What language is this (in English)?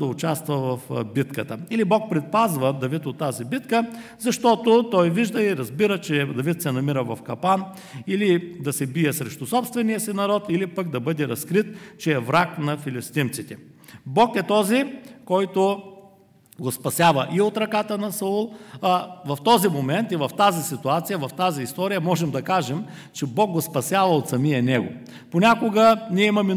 Bulgarian